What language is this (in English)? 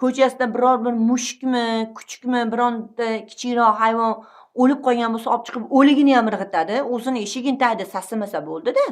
Uzbek